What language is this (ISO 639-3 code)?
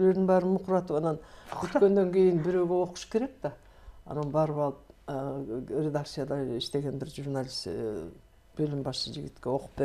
kir